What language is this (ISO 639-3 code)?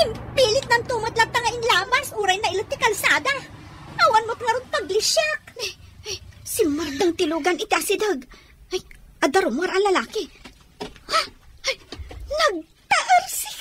ilo